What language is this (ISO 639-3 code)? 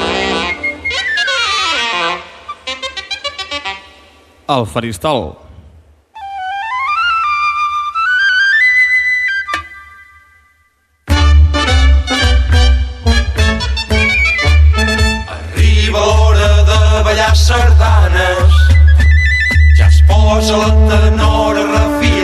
cat